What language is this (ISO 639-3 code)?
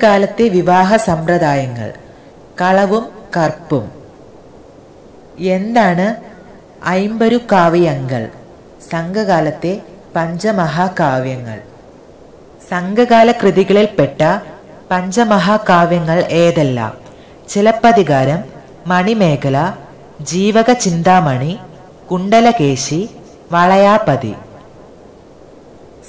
mal